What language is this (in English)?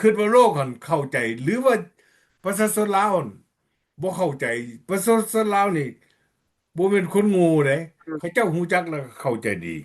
Lao